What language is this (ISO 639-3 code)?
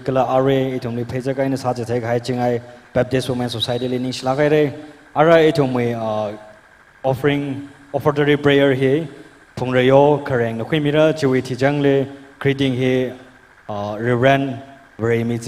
nmf